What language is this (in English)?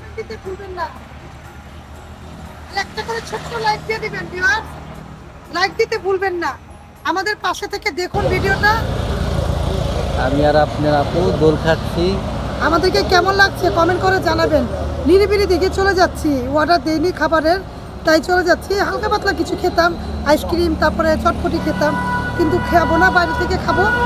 Bangla